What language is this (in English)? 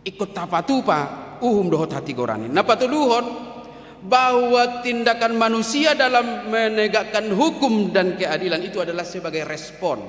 Batak Toba